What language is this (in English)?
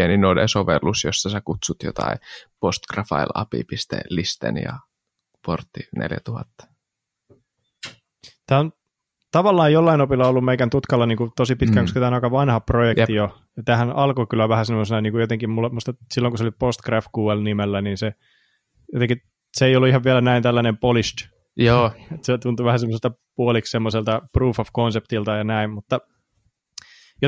Finnish